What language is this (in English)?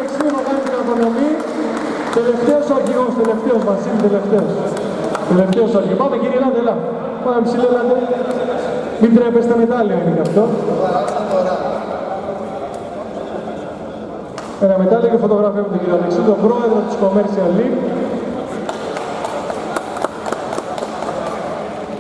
Greek